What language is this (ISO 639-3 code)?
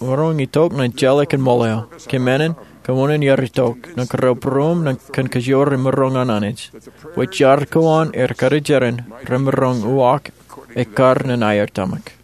mah